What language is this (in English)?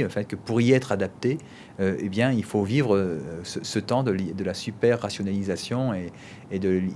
French